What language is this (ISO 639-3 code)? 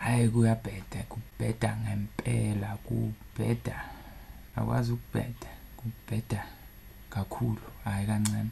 zul